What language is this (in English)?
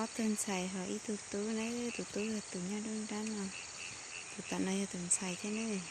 Hmong